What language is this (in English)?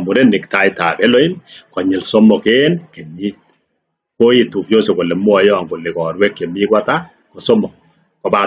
Kalenjin